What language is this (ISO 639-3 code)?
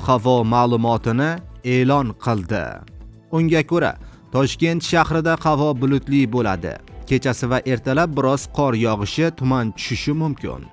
uzb